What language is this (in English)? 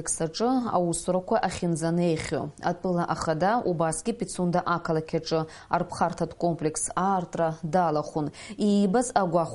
Abkhazian